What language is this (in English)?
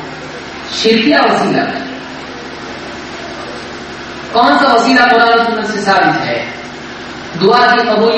Urdu